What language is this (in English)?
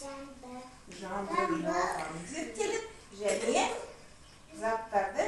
Kazakh